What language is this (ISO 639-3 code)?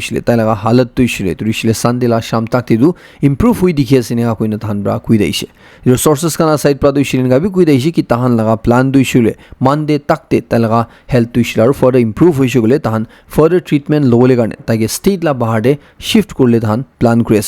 nag